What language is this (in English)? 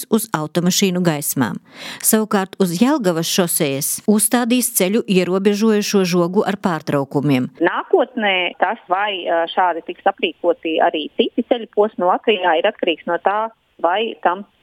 Latvian